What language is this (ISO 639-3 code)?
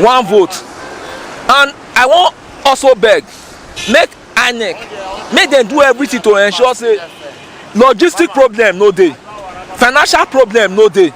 pcm